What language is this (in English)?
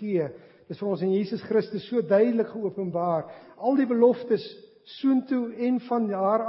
Afrikaans